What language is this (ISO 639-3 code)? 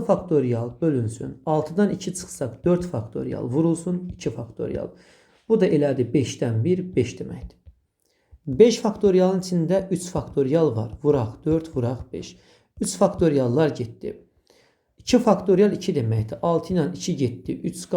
aze